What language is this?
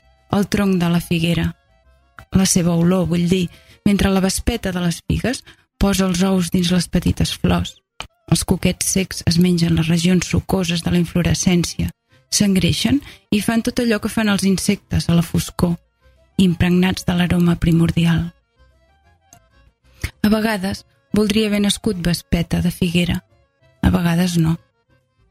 Catalan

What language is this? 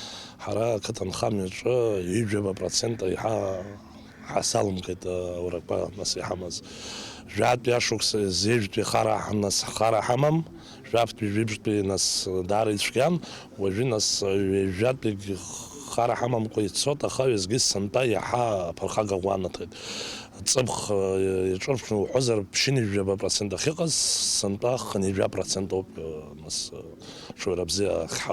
Abkhazian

